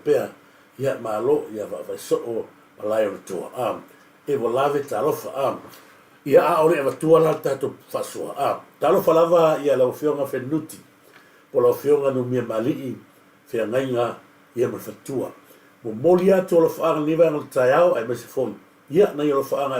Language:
Samoan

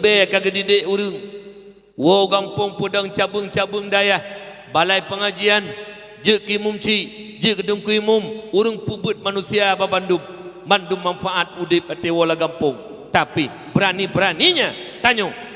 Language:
Achinese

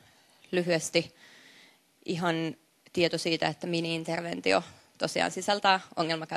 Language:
Finnish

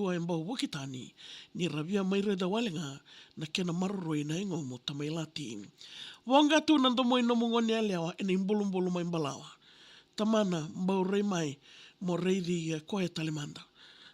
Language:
Fijian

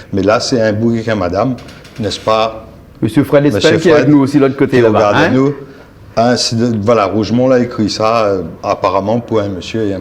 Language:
Réunion Creole French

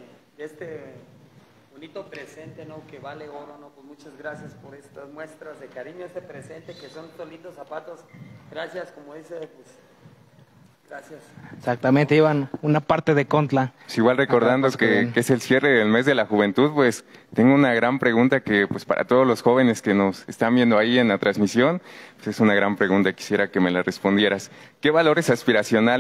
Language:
Spanish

